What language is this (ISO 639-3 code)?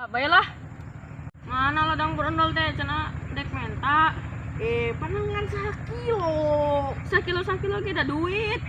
sun